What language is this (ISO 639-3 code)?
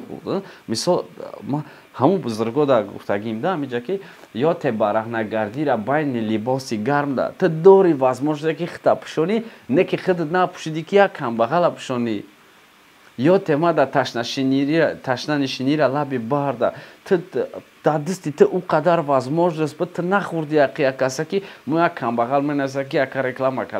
tgk